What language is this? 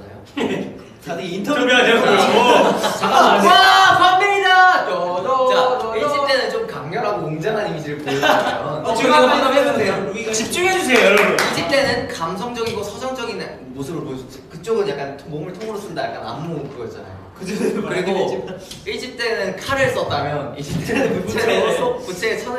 Korean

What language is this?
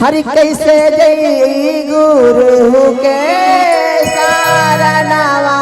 Magahi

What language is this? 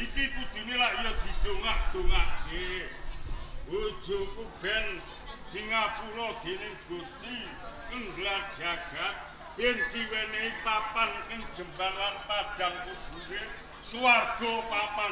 Javanese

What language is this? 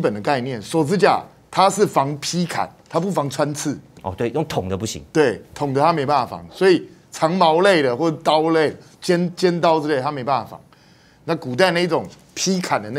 Chinese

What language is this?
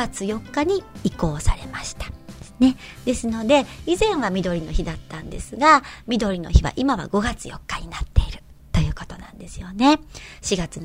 Japanese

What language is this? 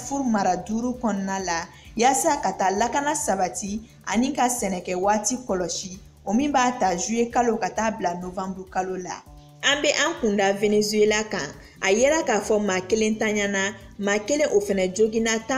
Bambara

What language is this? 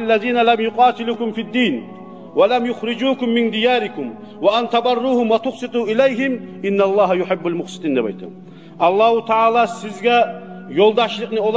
Kumyk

